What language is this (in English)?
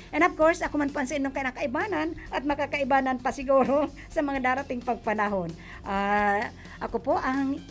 Bikol